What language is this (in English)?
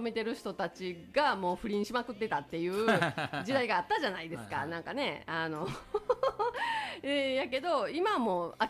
Japanese